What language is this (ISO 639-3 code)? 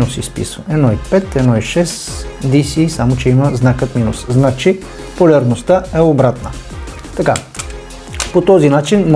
bul